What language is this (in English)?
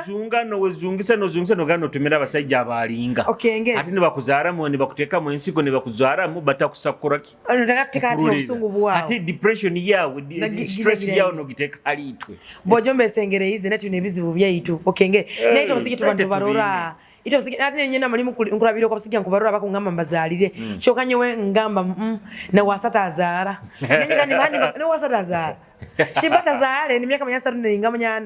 Nyoro